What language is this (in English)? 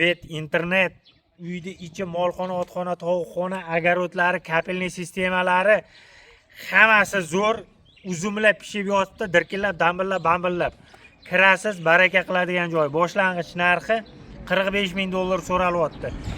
Uzbek